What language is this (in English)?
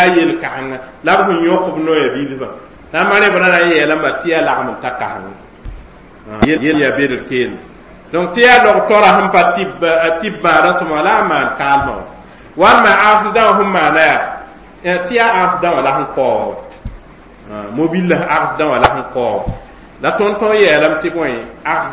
Mossi